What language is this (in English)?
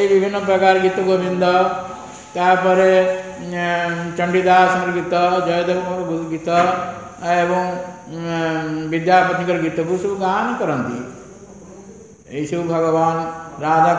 Odia